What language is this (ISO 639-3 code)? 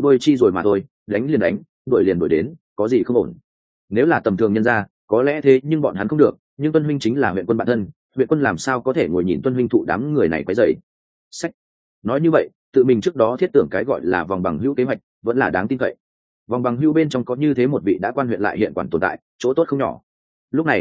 vie